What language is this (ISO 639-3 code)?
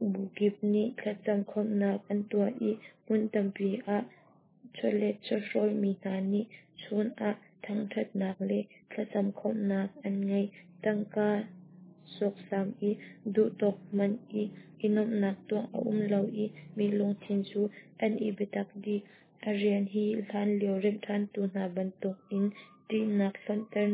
cnh